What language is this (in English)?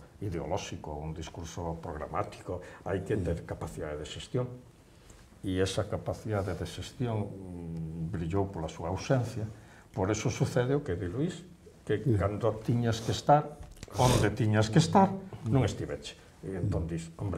Galician